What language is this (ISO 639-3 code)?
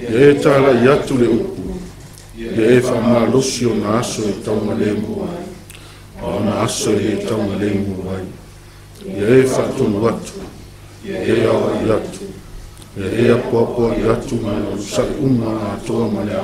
smo